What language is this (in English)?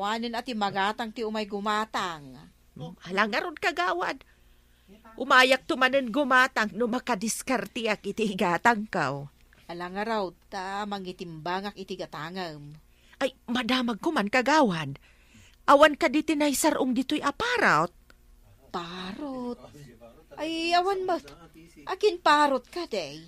Iloko